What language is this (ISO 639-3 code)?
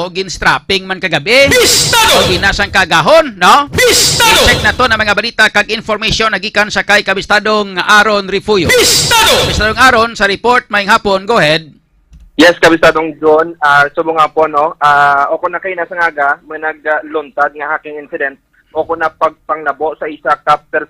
hil